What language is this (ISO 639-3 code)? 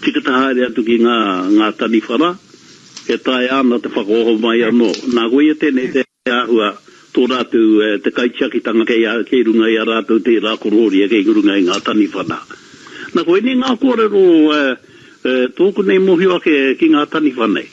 mri